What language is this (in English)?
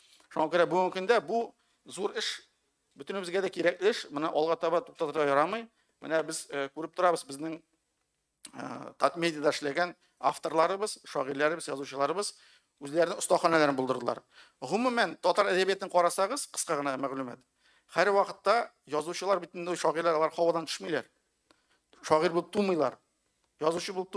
Tatar